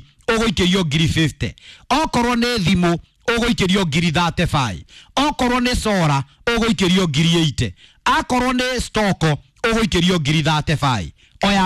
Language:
Kikuyu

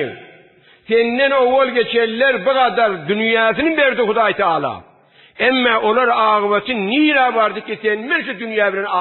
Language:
Turkmen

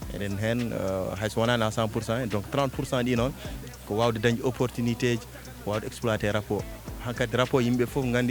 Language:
Fula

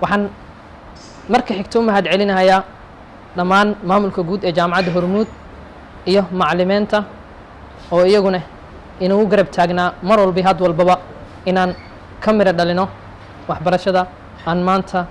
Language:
Somali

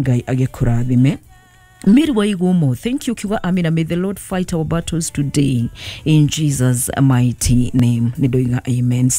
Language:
Kikuyu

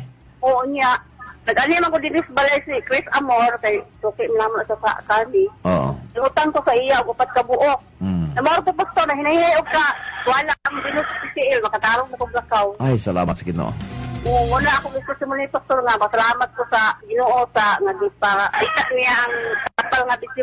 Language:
Cebuano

